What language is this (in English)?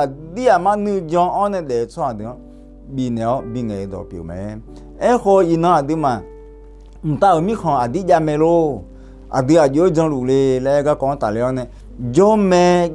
Akha